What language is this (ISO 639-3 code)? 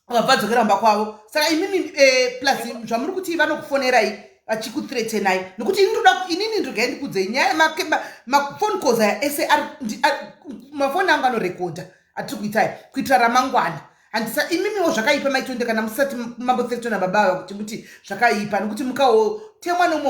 sna